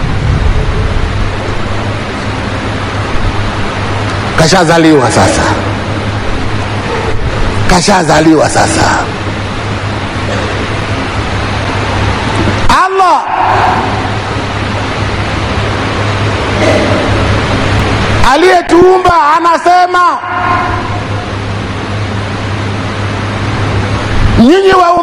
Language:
Swahili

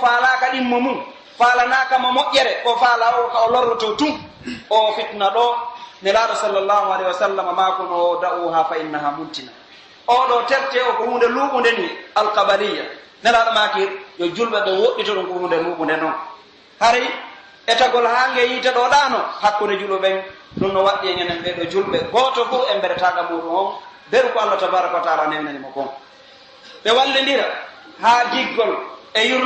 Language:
Pular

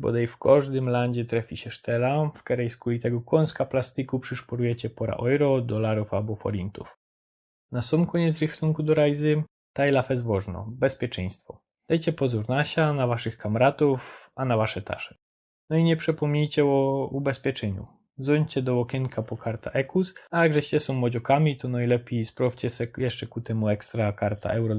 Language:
Silesian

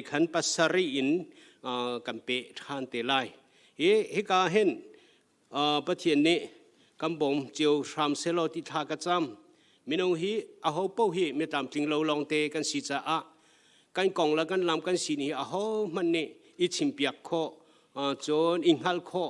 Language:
Hakha Chin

